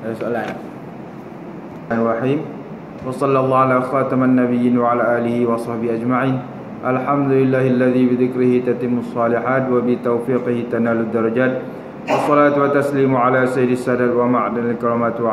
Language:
Malay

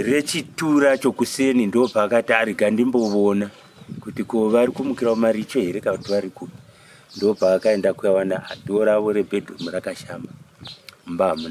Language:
Shona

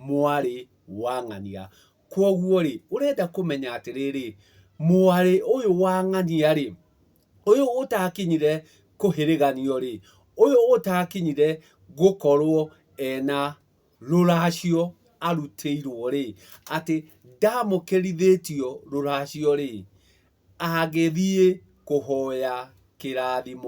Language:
Kikuyu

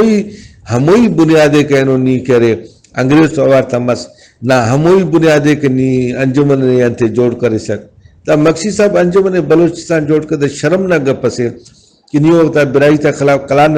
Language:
Brahui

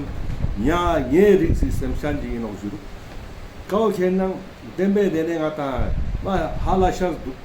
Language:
Ladakhi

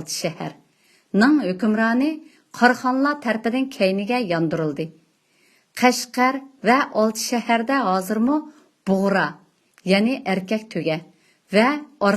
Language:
Uyghur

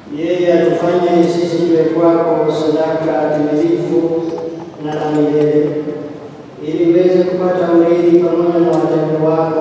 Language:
Swahili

